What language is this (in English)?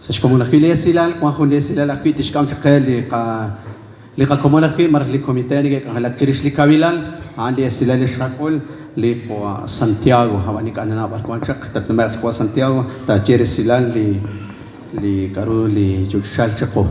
Kekchí